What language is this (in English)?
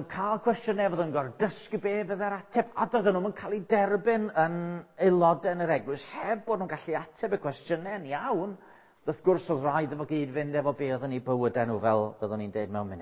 Welsh